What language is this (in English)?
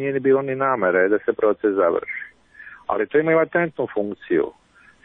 Serbian